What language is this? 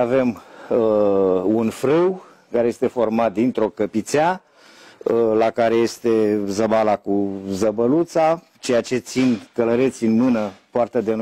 Romanian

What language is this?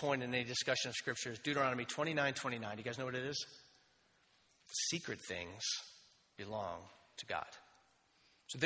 English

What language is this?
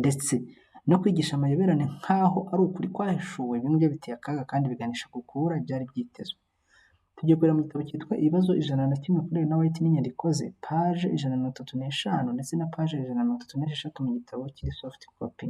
Kinyarwanda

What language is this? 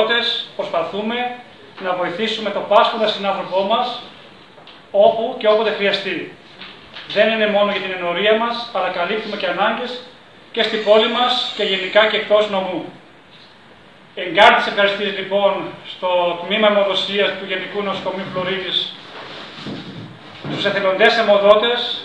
Greek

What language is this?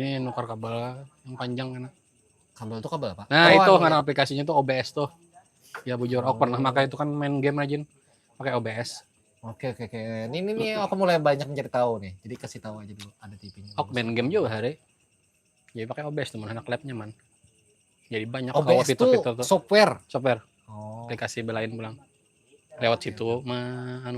Banjar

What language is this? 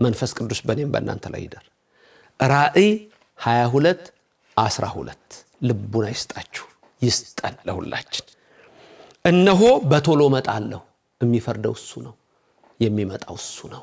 Amharic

